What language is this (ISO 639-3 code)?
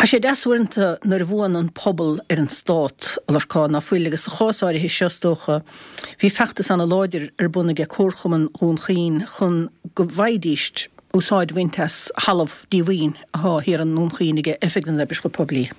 gle